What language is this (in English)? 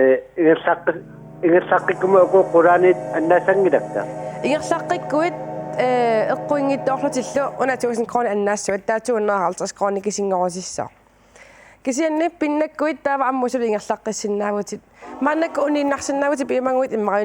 Kalaallisut